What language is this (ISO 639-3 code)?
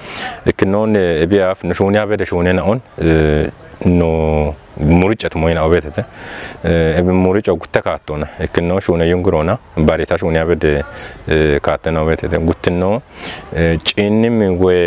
kbr